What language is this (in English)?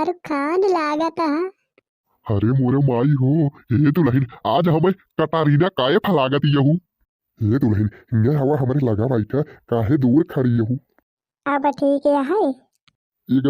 Bhojpuri